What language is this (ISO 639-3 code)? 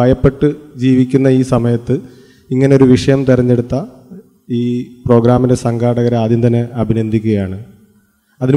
mal